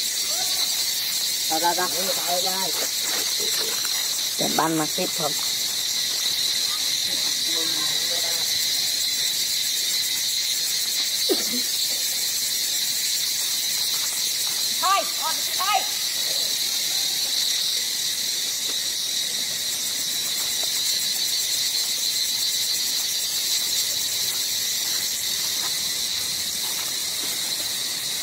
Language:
Vietnamese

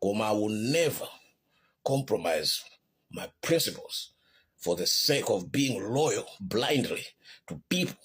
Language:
Nyanja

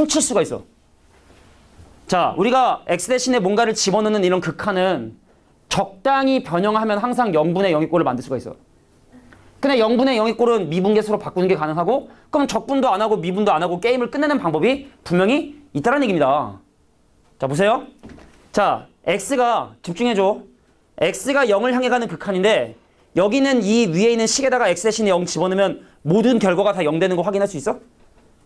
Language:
Korean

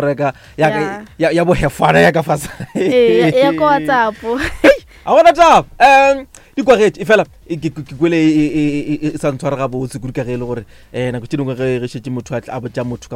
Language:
Northern Sotho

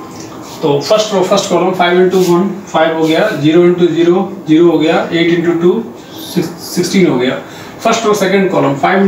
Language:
Hindi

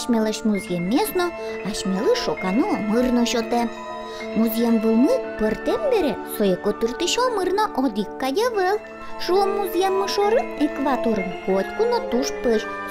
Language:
Udmurt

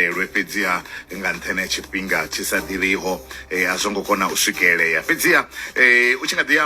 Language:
Venda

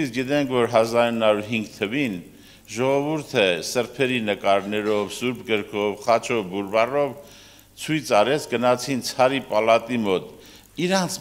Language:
Armenian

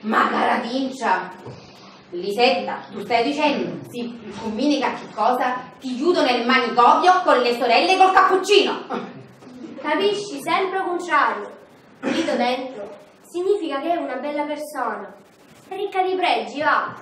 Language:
Sicilian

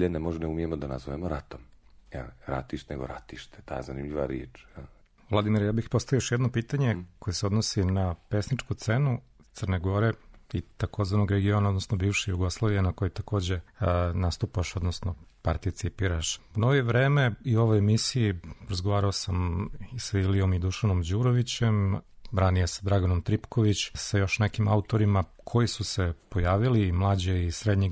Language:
Serbian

